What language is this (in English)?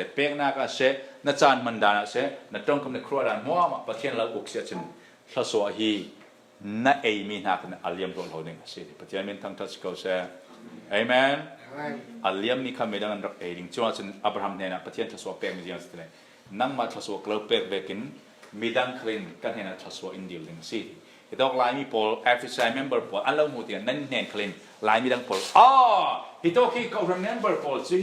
Falam Chin